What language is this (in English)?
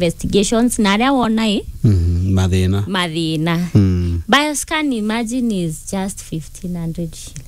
Meru